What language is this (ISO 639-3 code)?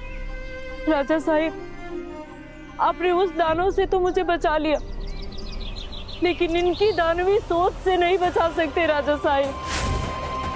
hin